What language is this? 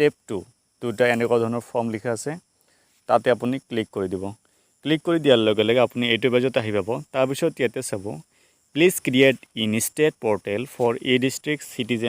Assamese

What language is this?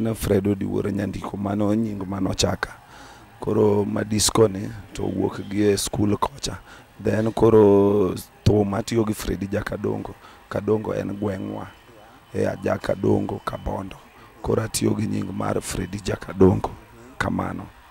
Luo (Kenya and Tanzania)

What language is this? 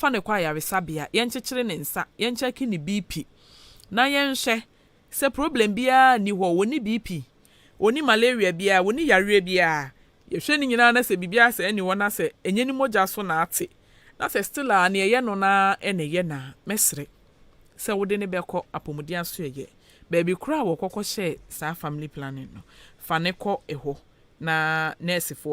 Akan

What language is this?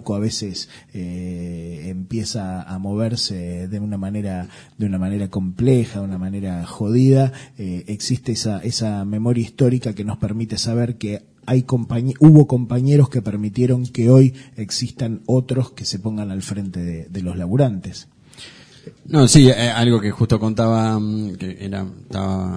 Spanish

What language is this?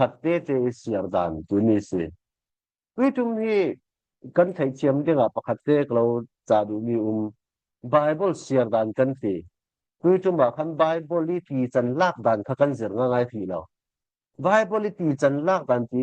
Falam Chin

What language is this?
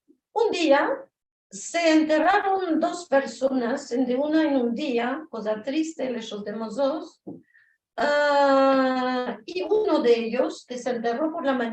Ladino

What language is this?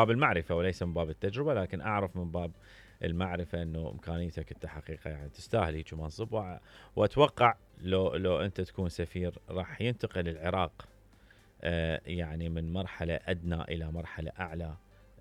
Mesopotamian Arabic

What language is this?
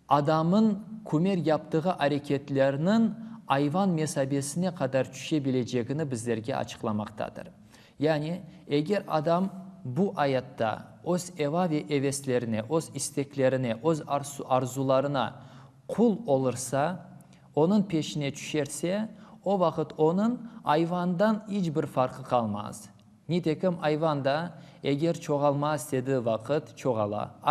Crimean Tatar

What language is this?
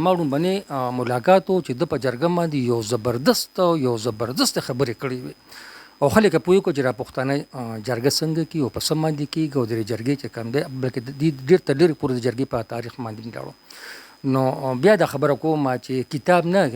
Pashto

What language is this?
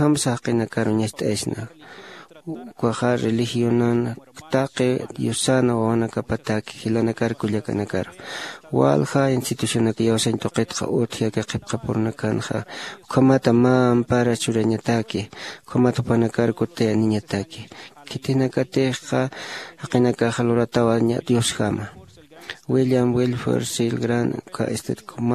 Aymara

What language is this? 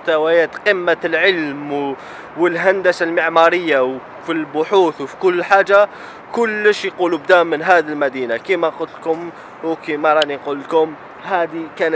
Algerian Arabic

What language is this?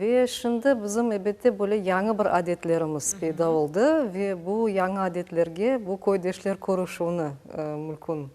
Crimean Tatar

